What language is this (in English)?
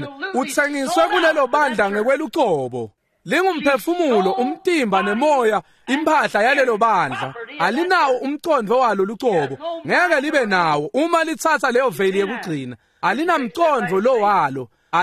Swati